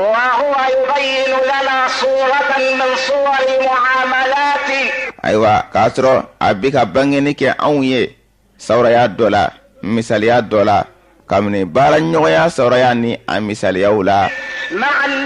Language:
Bambara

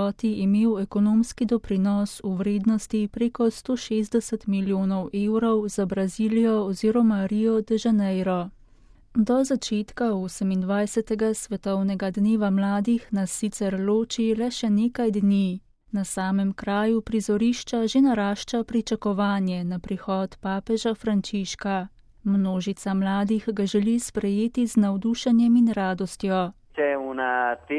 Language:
Slovenian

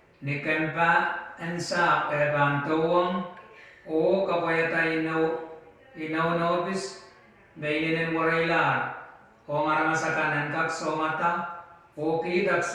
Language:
Pohnpeian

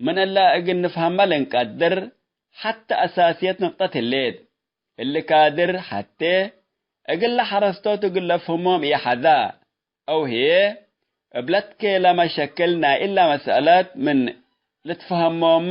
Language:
Tigre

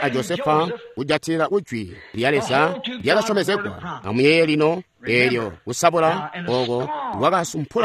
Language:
Tonga (Zambia)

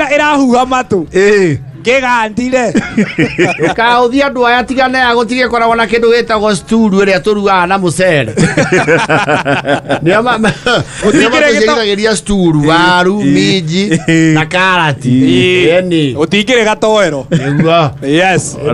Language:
Kikuyu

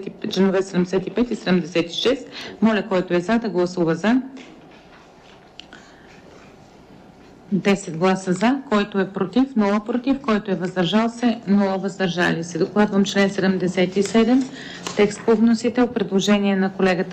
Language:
Bulgarian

